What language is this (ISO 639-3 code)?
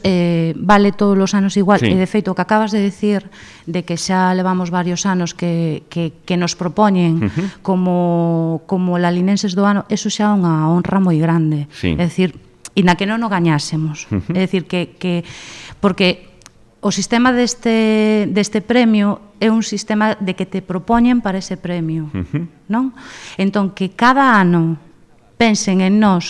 glg